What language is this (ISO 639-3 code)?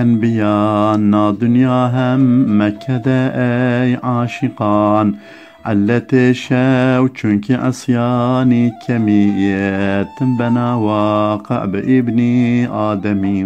zza